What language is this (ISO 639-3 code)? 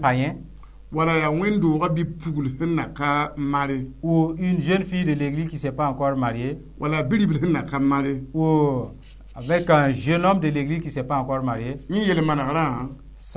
mos